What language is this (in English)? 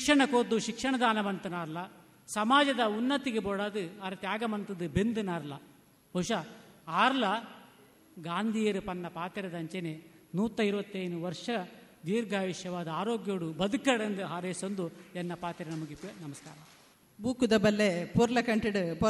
Tulu